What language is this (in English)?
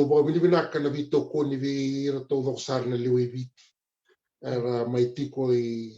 Fijian